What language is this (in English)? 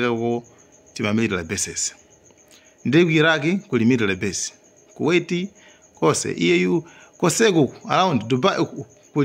Nyanja